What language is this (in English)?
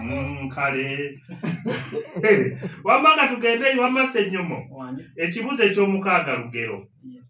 Ganda